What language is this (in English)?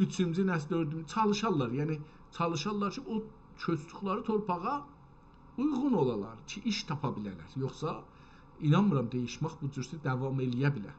South Azerbaijani